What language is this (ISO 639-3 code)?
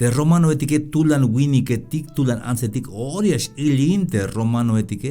tzh